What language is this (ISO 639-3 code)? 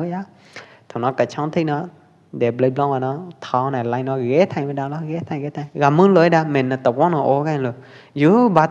kjp